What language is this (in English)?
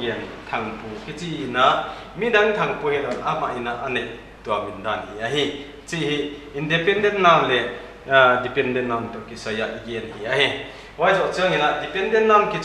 Paite Chin